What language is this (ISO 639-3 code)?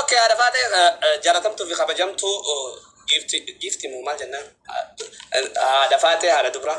orm